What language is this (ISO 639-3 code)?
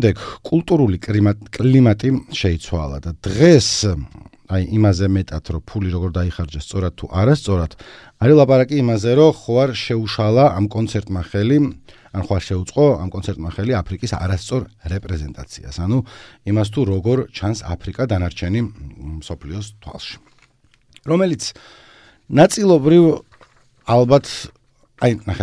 kat